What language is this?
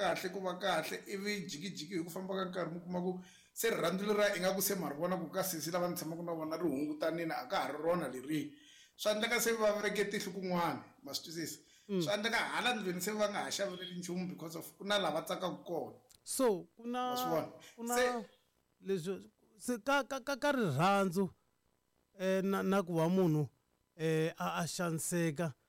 Tsonga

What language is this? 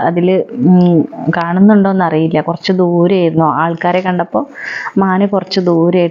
Malayalam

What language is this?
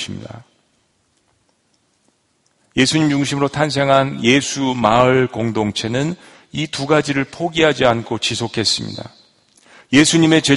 Korean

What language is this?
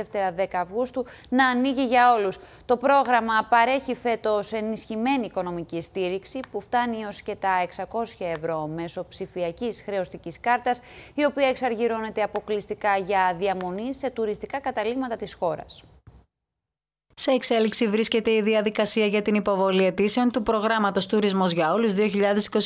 Greek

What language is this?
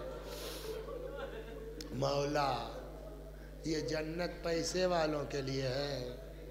Urdu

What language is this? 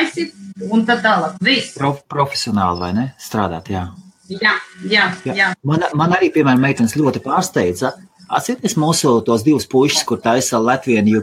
Latvian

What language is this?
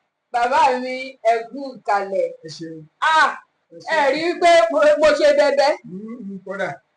Yoruba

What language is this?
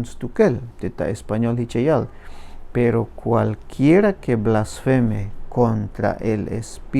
Tzeltal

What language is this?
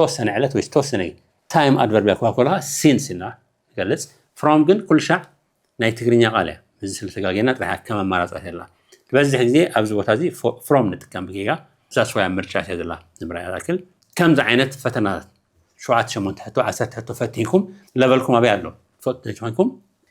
Tigrinya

